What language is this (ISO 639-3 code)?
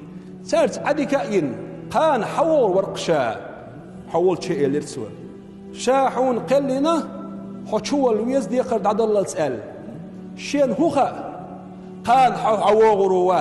che